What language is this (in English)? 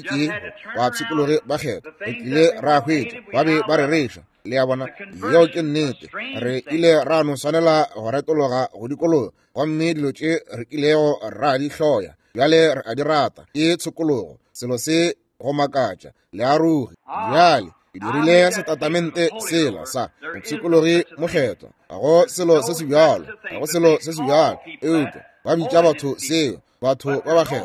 Northern Sotho